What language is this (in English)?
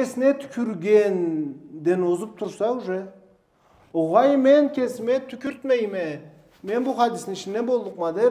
Karachay-Balkar